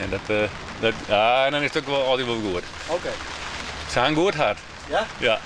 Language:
Western Frisian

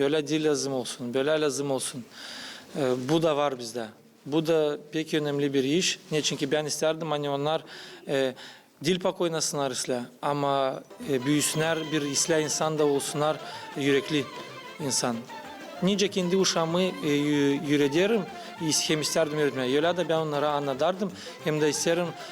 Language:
Gagauz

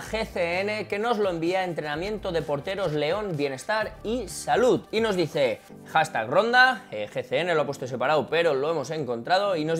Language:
Spanish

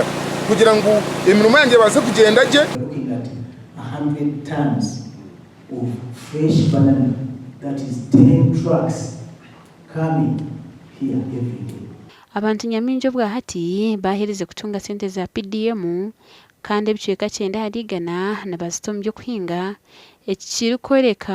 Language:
Nyankole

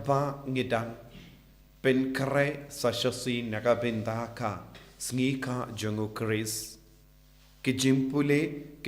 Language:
Khasi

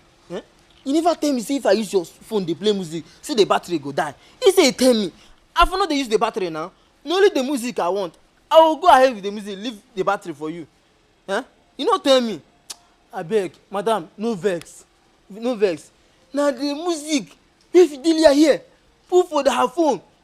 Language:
Nigerian Pidgin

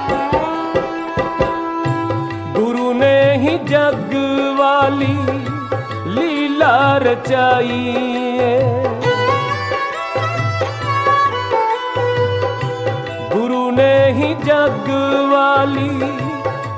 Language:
Punjabi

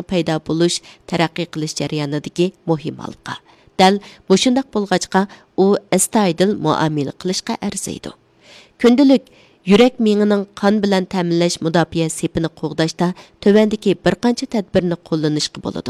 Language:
Uyghur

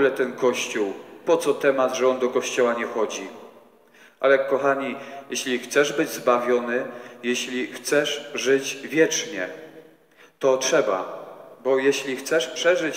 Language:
Polish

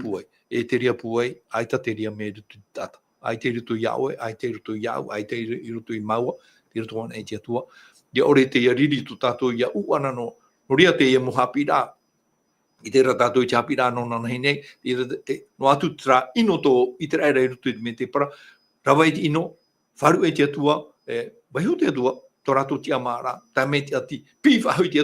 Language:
Tahitian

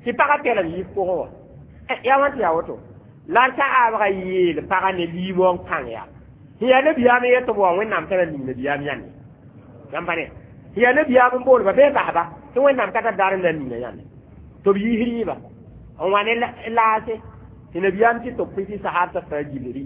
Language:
Mossi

